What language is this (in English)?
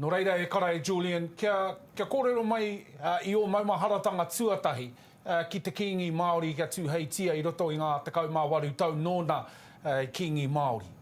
Māori